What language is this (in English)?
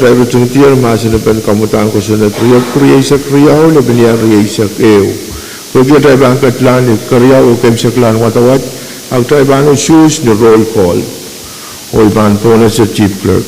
Pohnpeian